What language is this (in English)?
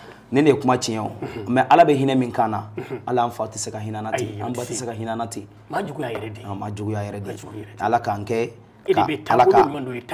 Bambara